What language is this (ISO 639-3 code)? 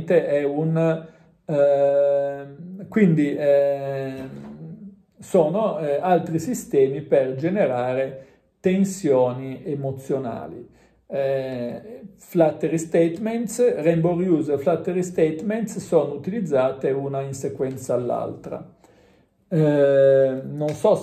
ita